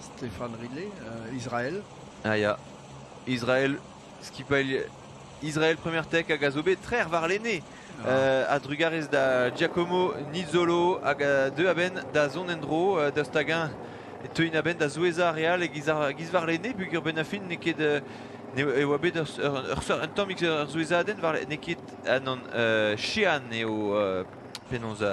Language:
Breton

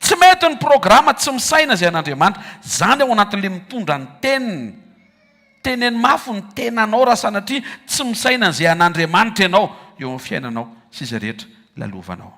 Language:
Malagasy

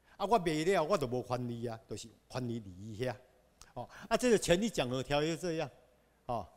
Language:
Chinese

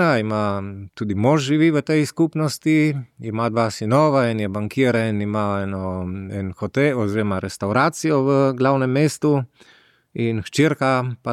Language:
Slovenian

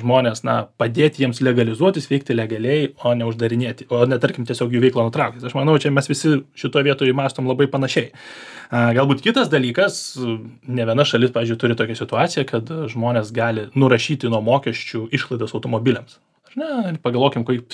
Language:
Lithuanian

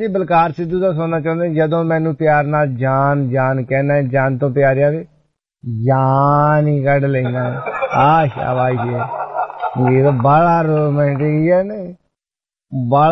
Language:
Punjabi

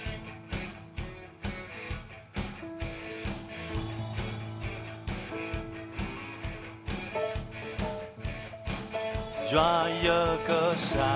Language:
S'gaw Karen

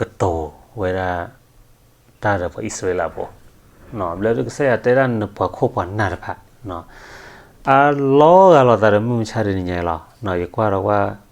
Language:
S'gaw Karen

